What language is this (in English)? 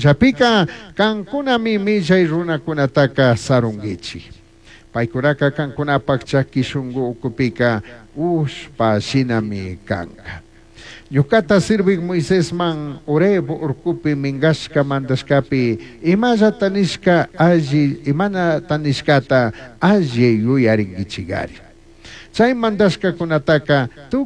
Chimborazo Highland Quichua